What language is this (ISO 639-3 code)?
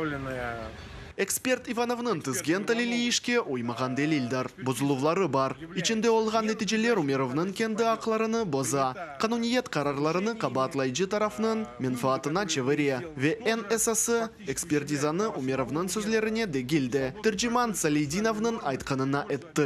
crh